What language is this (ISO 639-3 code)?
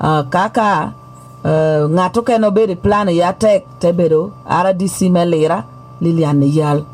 laj